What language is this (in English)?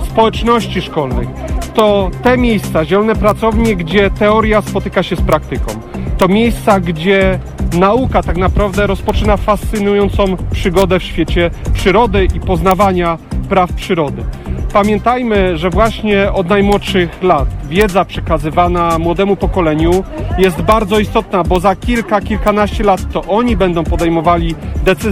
Polish